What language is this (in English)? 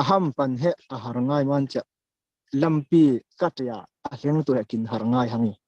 Falam Chin